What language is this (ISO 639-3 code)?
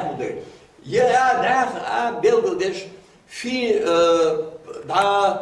inh